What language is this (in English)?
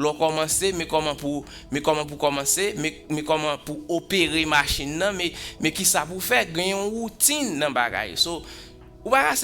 Haitian Creole